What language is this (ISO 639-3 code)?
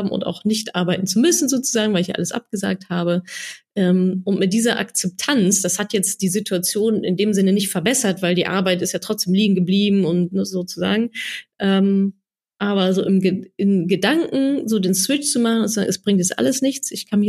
deu